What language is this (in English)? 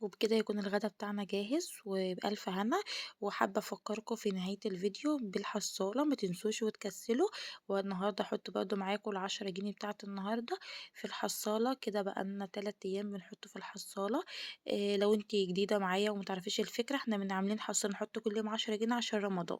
Egyptian Arabic